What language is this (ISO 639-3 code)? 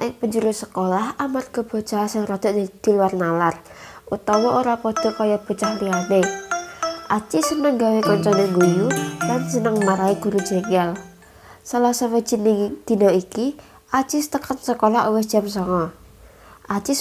jav